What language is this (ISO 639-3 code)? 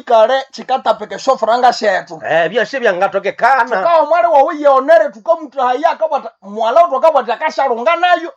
nnb